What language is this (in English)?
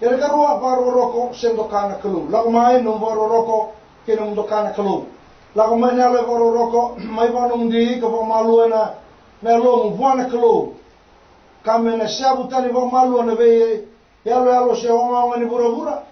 Fijian